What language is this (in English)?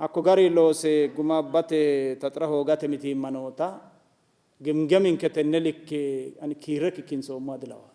Sidamo